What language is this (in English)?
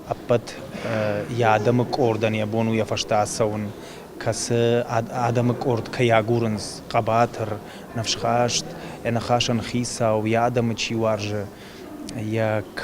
Ossetic